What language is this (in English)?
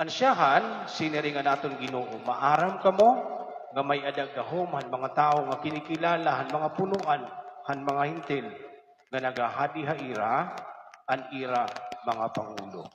Waray